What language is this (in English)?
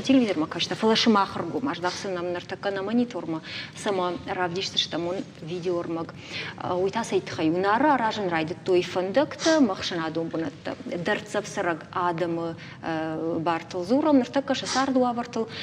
Ossetic